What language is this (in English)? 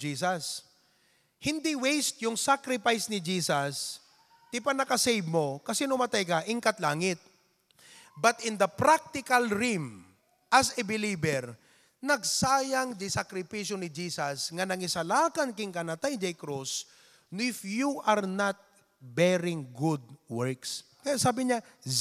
Iloko